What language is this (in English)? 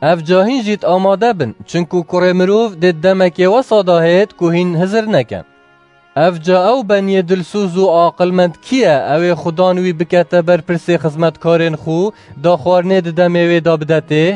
Kurdish